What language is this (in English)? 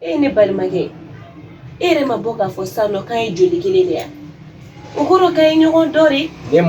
Bambara